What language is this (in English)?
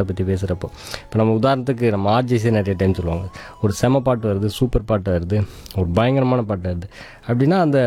Tamil